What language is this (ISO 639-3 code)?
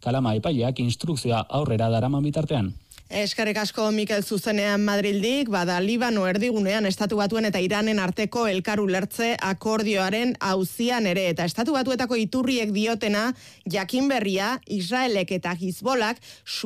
eus